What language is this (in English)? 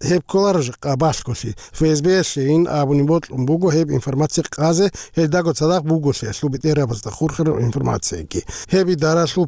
Avaric